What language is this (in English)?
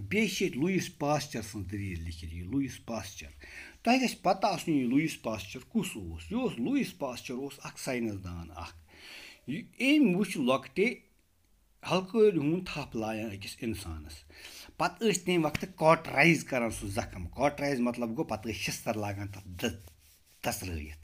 Kashmiri